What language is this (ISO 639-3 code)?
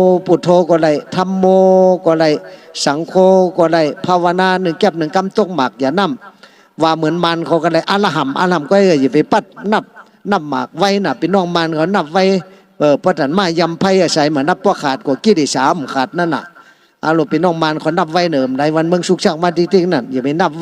shn